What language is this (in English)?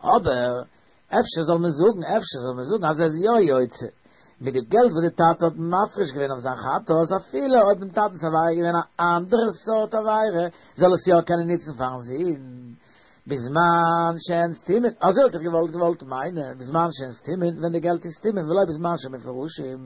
Yiddish